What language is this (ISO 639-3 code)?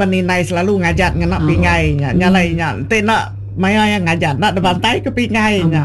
iba